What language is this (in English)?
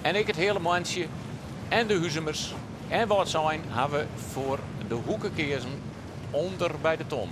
Western Frisian